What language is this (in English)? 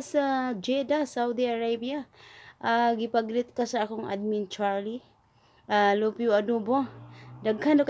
Cebuano